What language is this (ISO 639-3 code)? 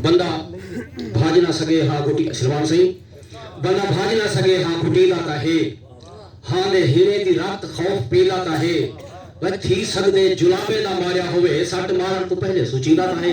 skr